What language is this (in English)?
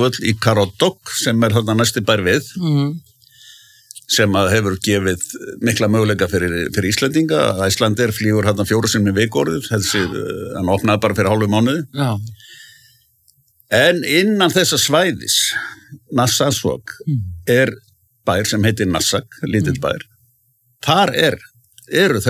Icelandic